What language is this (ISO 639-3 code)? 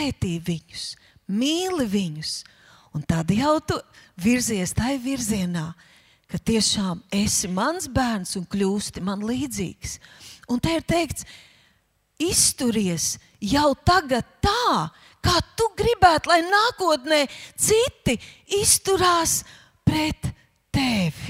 lav